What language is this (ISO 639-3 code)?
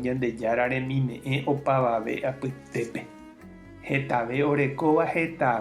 grn